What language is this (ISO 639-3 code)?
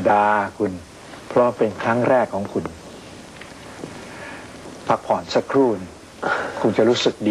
tha